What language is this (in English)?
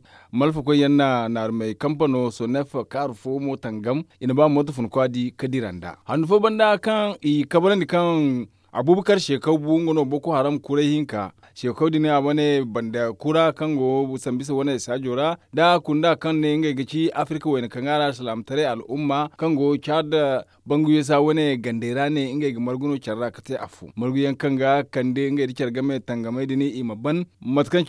Zarma